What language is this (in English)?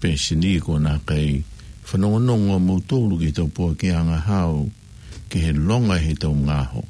Tongan